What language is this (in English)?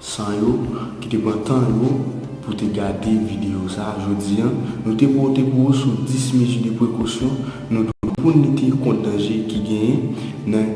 Haitian Creole